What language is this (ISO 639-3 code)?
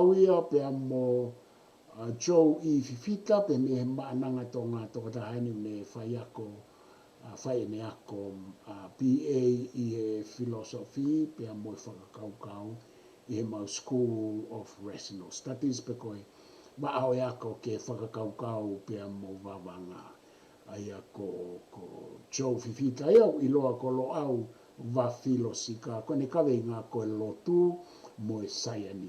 ton